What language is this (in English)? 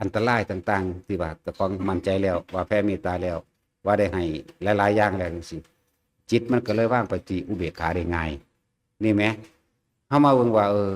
Northeastern Thai